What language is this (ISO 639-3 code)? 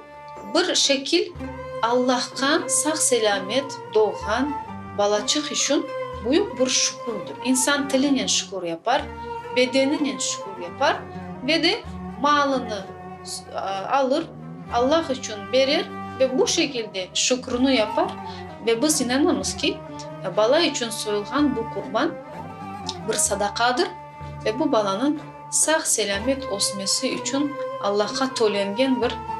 crh